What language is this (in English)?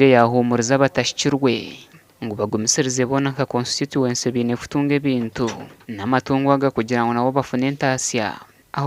Nyankole